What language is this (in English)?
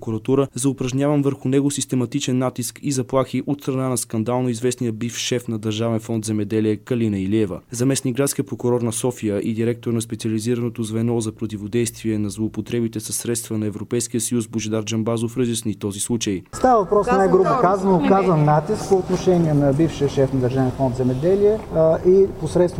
Bulgarian